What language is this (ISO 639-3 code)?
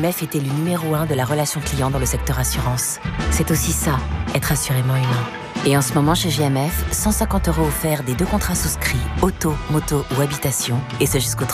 fra